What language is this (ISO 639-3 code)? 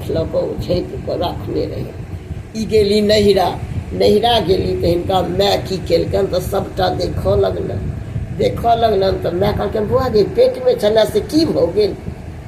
mai